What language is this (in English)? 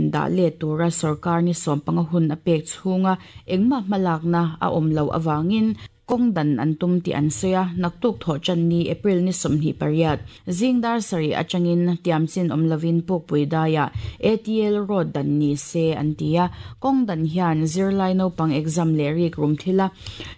Mizo